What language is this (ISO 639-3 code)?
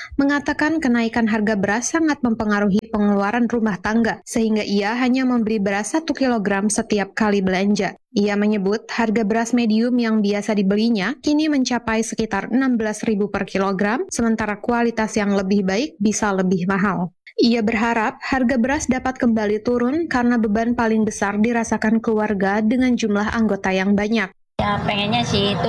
ind